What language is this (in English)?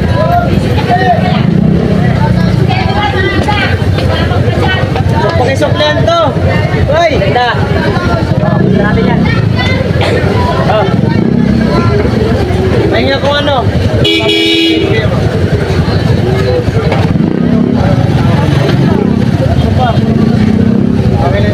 Filipino